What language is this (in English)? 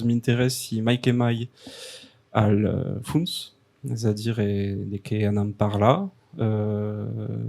Occitan